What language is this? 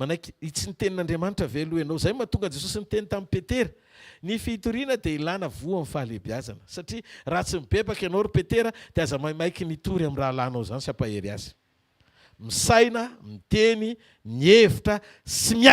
Malagasy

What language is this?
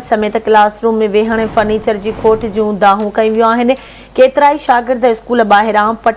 Sindhi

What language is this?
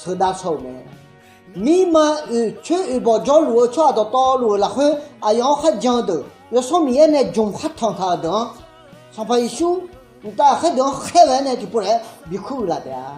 Akha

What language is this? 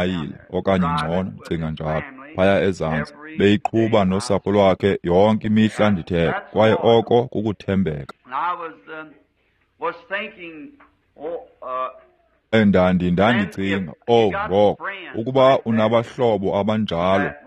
Xhosa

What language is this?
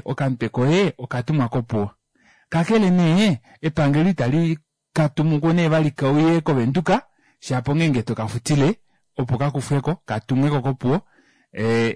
Kuanyama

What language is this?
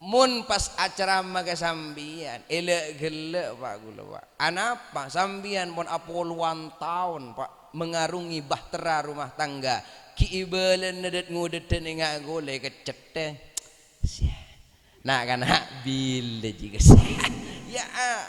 Madurese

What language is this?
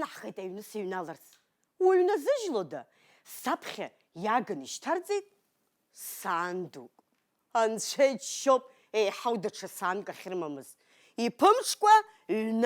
Abkhazian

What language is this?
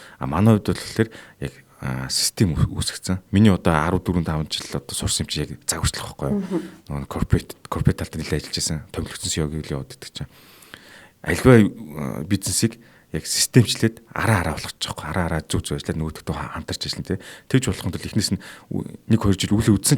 Mongolian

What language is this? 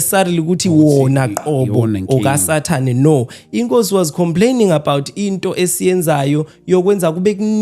Zulu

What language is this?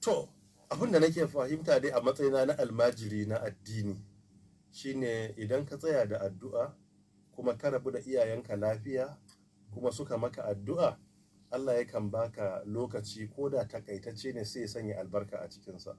Hausa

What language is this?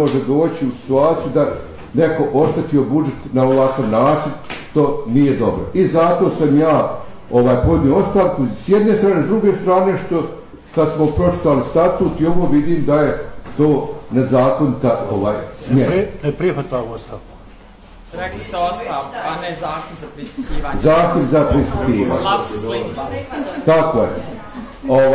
Bosnian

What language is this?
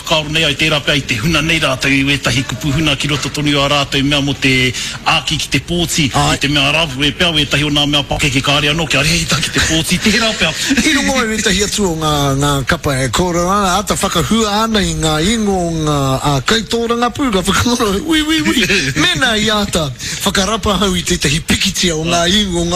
Māori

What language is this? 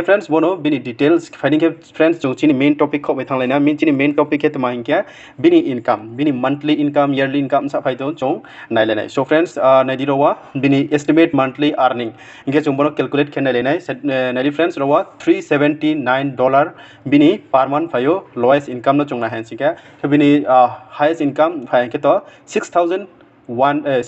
Riang (India)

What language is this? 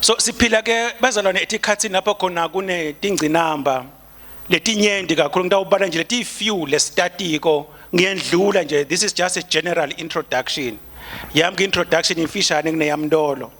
Swati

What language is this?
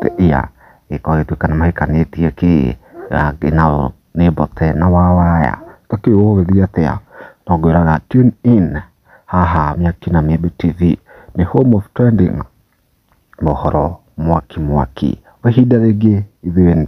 Kikuyu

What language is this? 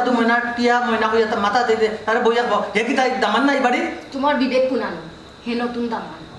Sylheti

